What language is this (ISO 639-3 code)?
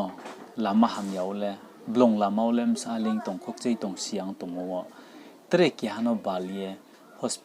ria